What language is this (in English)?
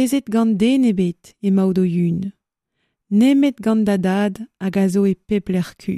Breton